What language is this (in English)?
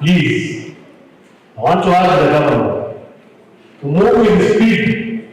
Kamba